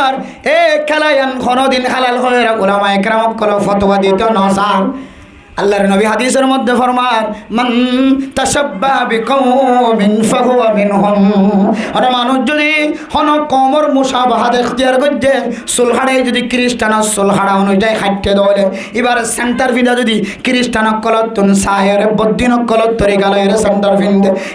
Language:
Rohingya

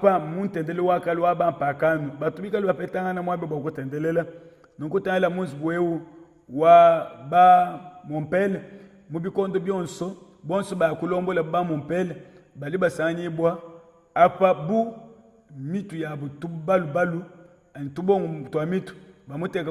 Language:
Luba-Lulua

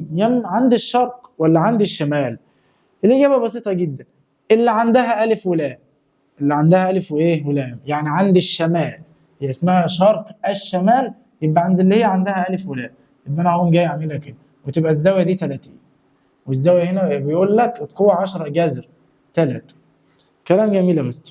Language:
Egyptian Arabic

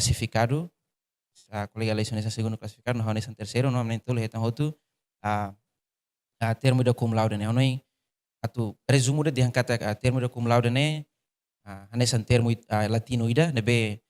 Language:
Tetum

